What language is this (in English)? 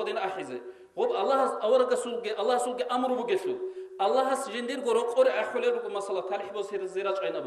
Avaric